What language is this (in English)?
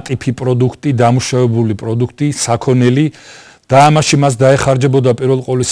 Georgian